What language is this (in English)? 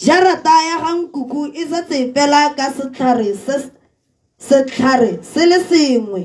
Tswana